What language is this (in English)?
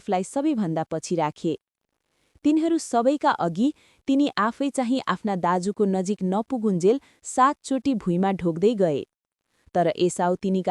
Nepali